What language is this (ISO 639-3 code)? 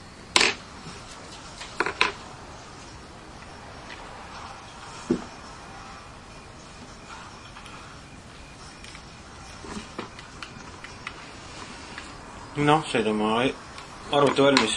est